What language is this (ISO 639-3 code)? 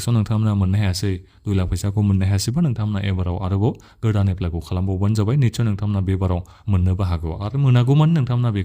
brx